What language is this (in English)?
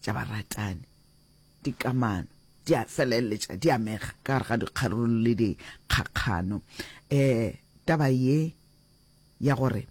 Northern Sotho